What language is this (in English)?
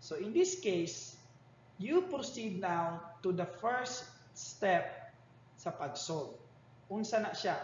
Cebuano